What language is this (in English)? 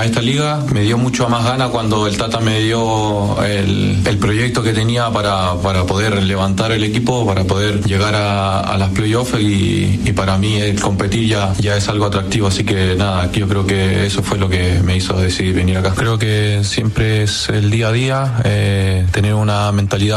Spanish